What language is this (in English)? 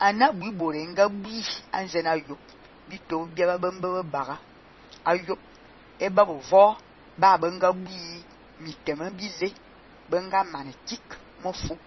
Fang